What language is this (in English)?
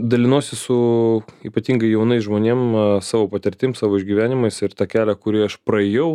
Lithuanian